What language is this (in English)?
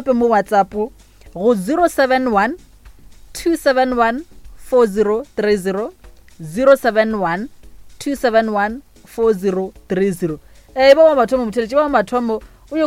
Northern Sotho